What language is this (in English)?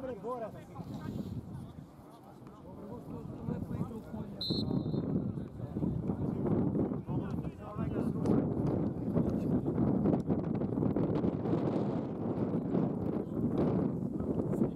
Serbian